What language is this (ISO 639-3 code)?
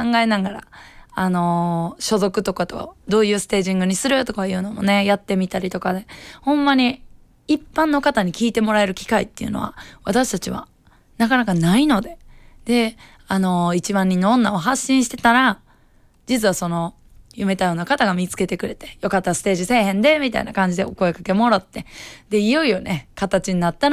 jpn